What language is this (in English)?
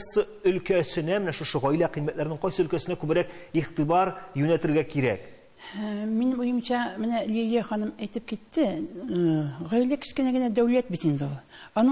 Tatar